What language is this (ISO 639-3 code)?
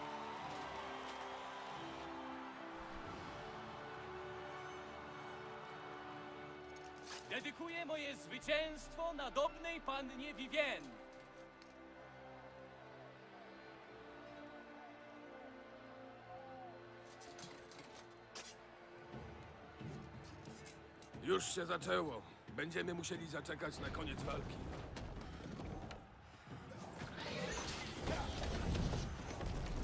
pol